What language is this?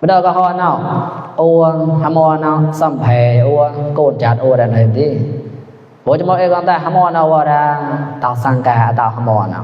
Mon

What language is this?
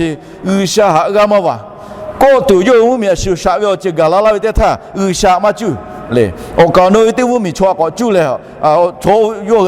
Lahu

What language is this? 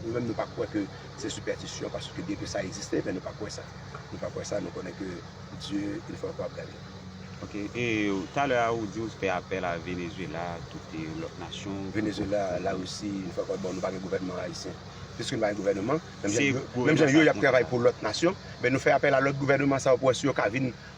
Haitian Creole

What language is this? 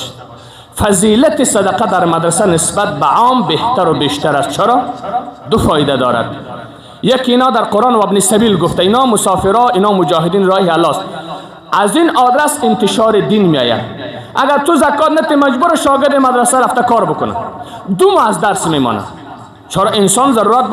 Persian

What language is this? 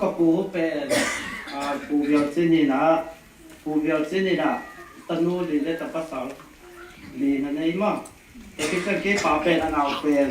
Tedim Chin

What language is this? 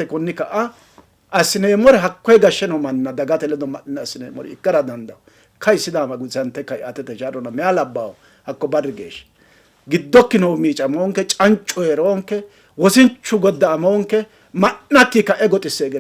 Sidamo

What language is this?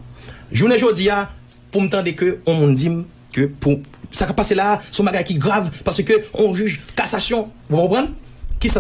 Haitian Creole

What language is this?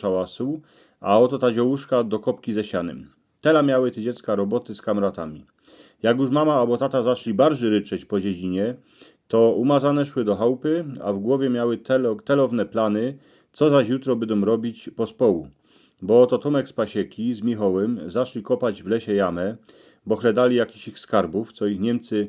Silesian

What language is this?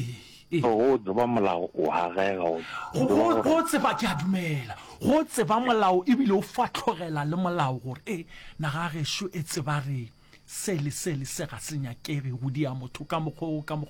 Northern Sotho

